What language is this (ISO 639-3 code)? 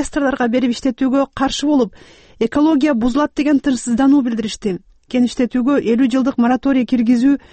kir